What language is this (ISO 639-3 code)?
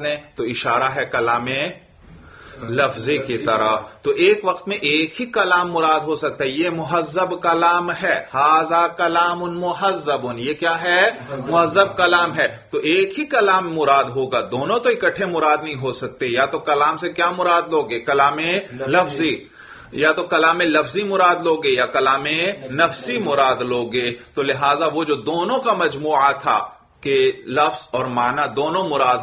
urd